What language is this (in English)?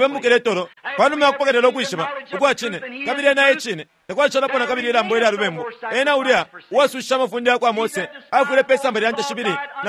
Bemba